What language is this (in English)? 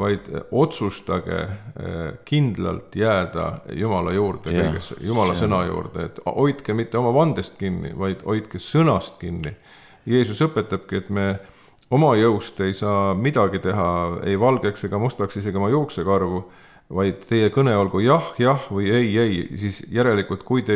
Estonian